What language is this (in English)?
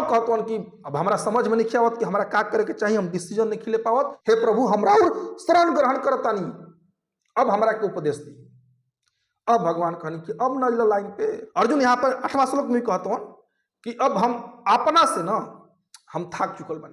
Bhojpuri